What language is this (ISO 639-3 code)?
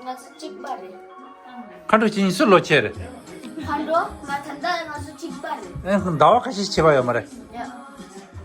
bod